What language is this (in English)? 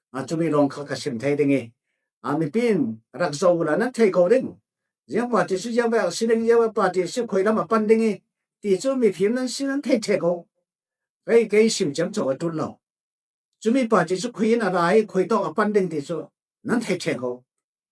Falam Chin